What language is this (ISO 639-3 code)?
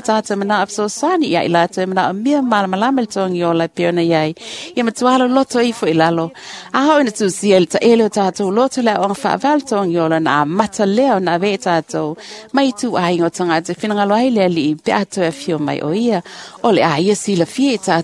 smo